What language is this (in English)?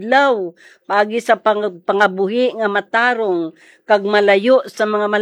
Hiligaynon